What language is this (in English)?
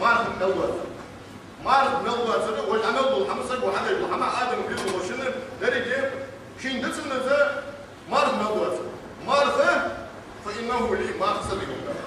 Ingush